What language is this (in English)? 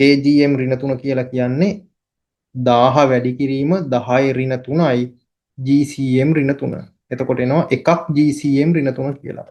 Sinhala